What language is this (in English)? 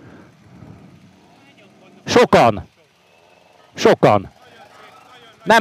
Hungarian